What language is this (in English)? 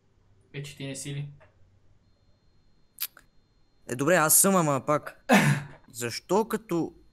Bulgarian